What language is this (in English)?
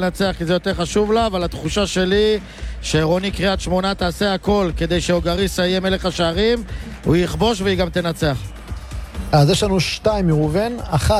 Hebrew